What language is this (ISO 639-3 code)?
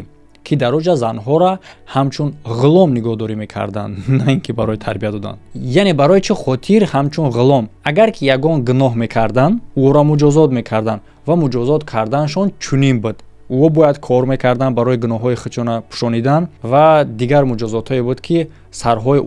tgk